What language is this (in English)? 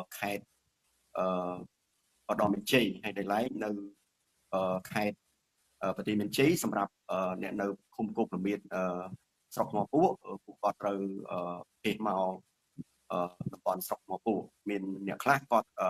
Khmer